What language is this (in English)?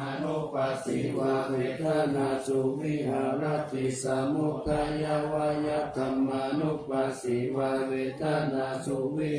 Pali